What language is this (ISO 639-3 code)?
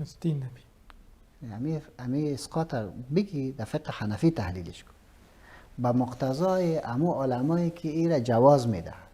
fas